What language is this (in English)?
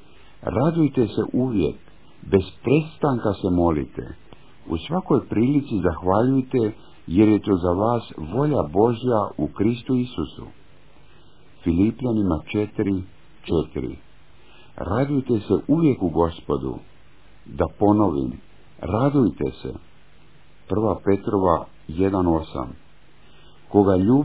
Croatian